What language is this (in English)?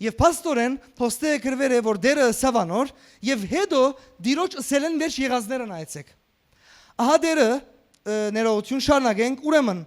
Western Armenian